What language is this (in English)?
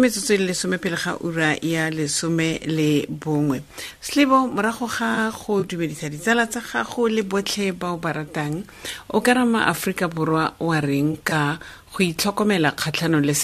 Tswana